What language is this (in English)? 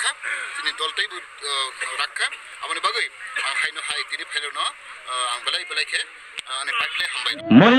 Kok Borok